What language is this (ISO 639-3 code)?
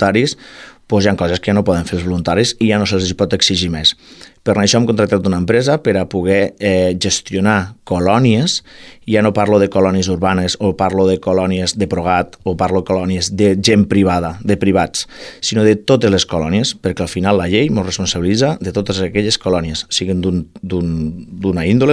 cat